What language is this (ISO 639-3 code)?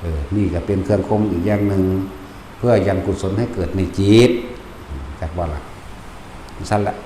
tts